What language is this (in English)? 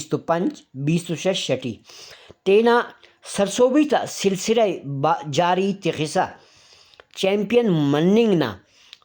Brahui